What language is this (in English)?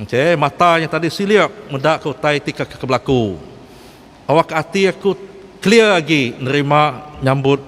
Iban